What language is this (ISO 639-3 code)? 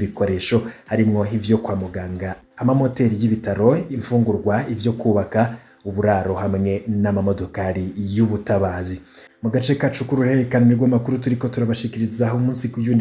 run